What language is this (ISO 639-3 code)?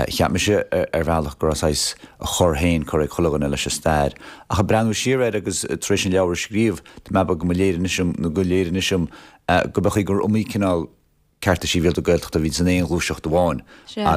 gle